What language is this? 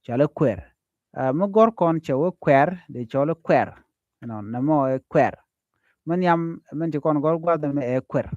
Nuer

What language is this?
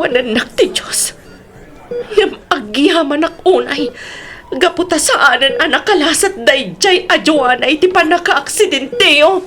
Iloko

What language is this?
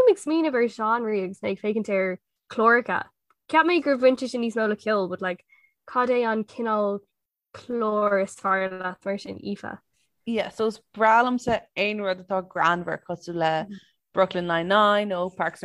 Irish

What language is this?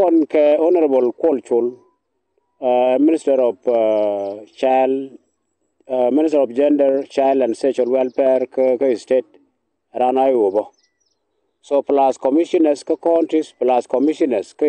Nuer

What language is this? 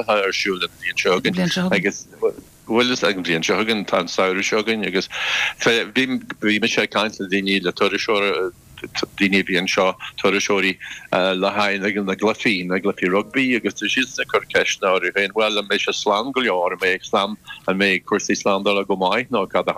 Irish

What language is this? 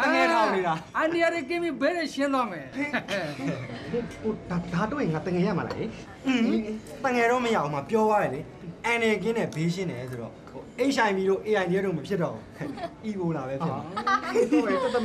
Burmese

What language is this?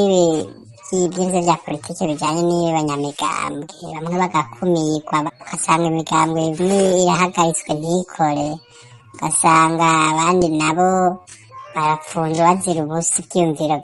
Rundi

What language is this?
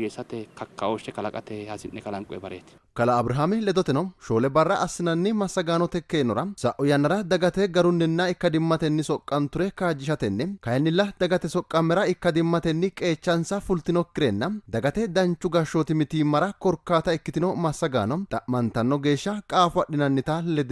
Sidamo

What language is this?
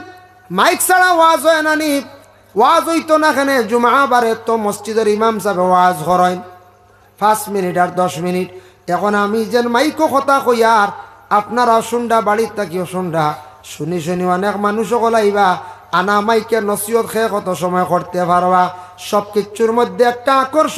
Sylheti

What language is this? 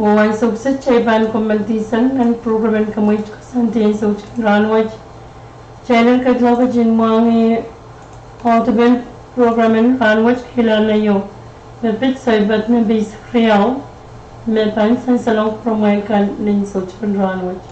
Pohnpeian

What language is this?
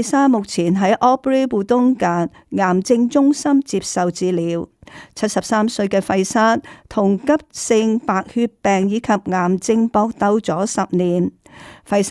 Cantonese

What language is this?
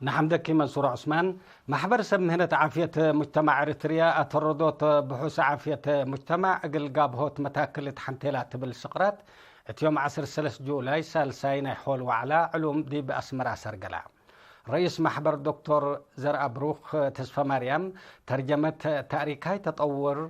Tigre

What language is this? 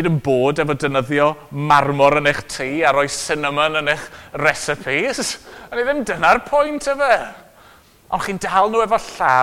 Welsh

